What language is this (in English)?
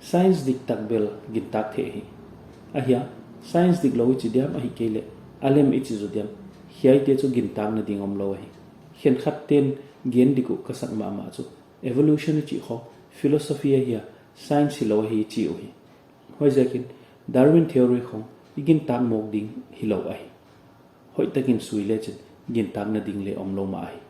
Paite Chin